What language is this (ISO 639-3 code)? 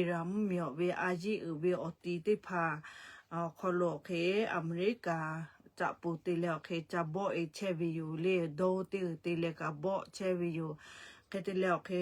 lhu